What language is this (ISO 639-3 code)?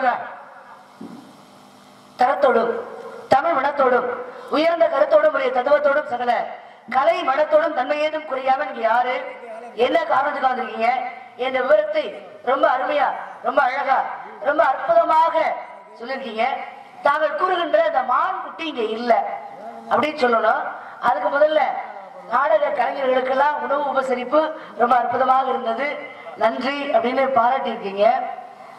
tam